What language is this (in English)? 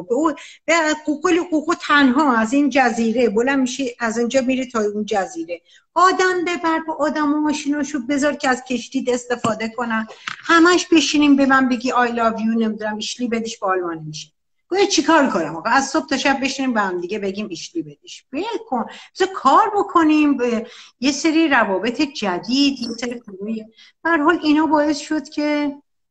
Persian